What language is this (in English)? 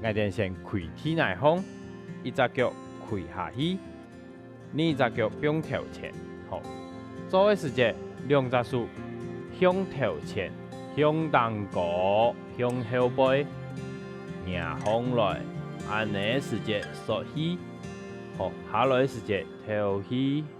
Hakka Chinese